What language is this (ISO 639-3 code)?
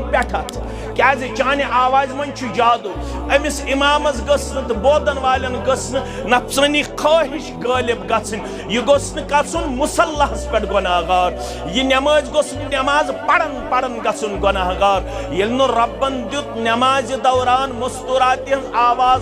kas